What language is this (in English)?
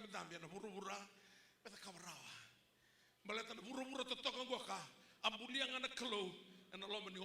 Fijian